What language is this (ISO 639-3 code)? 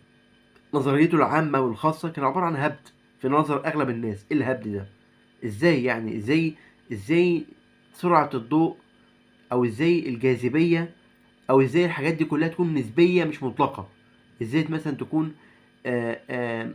arz